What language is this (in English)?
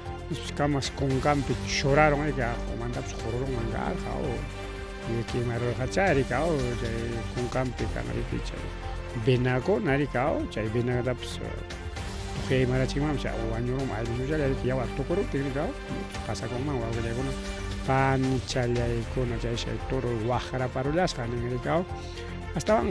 Ayacucho Quechua